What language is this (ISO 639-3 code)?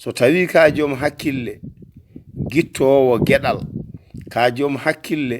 ful